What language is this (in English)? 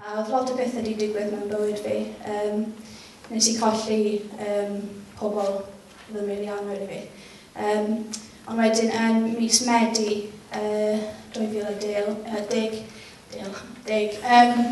Welsh